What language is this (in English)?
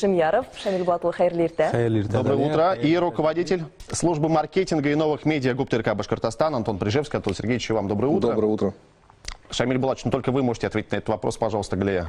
Bashkir